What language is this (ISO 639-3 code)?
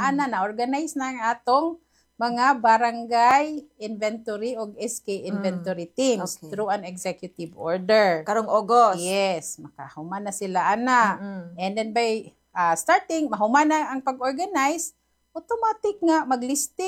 ceb